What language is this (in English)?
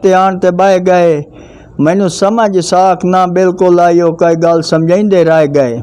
Saraiki